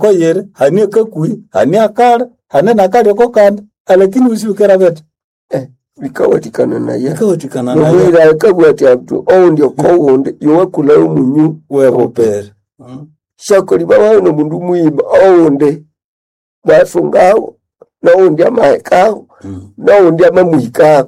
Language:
Nande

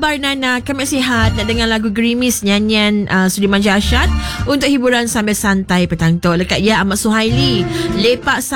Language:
Malay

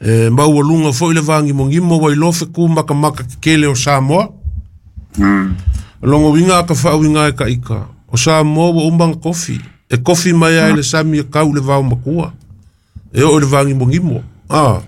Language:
Samoan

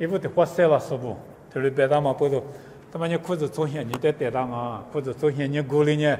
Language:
Lisu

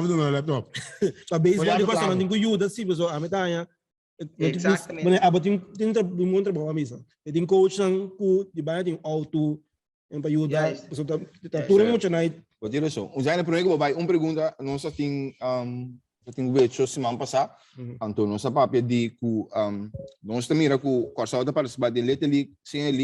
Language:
Papiamento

